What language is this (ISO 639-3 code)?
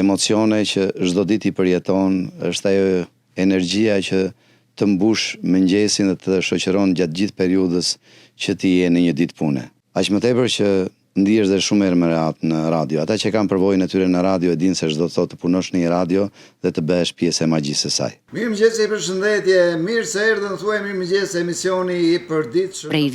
sqi